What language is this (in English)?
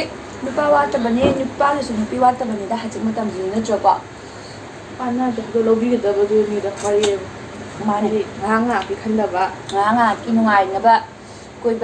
Manipuri